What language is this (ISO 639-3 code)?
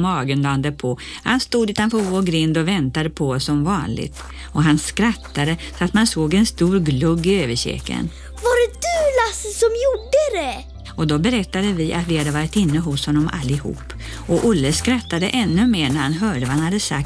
swe